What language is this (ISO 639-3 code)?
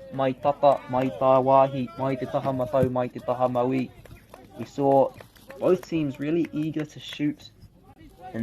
mri